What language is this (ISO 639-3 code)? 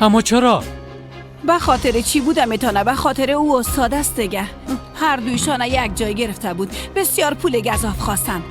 fas